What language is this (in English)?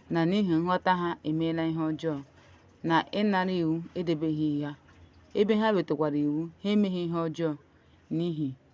Igbo